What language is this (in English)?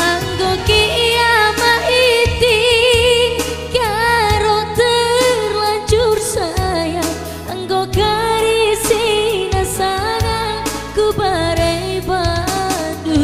Batak Karo